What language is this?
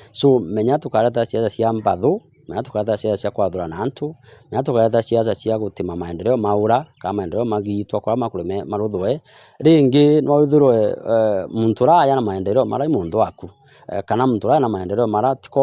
Meru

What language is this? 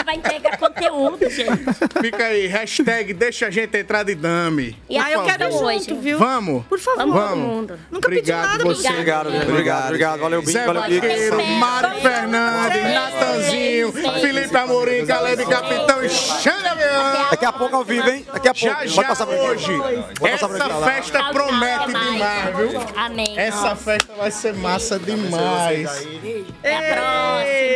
Portuguese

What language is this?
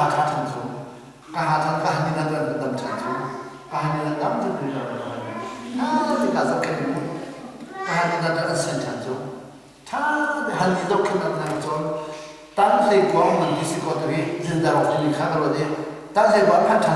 Hakha Chin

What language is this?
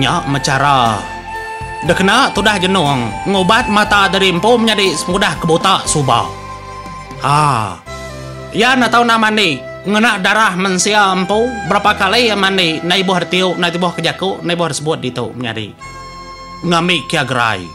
Iban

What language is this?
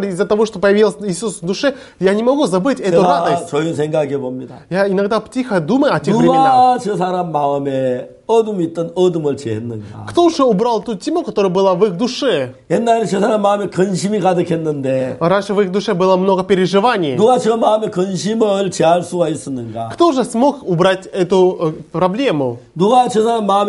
Korean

